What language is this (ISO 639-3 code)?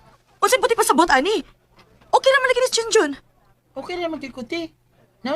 ceb